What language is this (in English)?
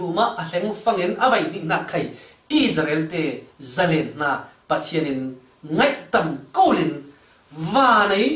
Falam Chin